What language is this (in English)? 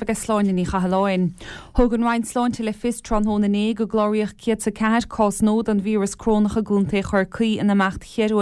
Irish